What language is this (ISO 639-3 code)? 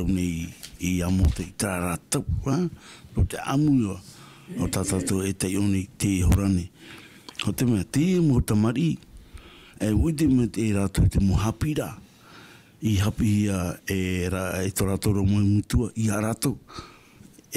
tah